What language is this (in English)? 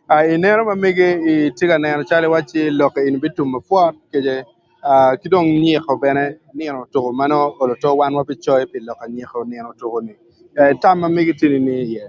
Acoli